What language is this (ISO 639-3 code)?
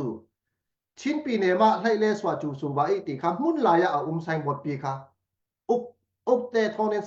cfm